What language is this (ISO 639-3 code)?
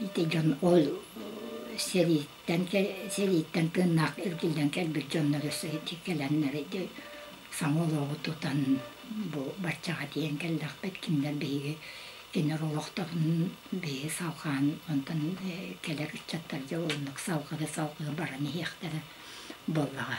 sah